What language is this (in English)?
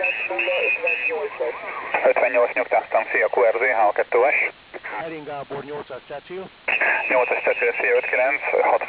Hungarian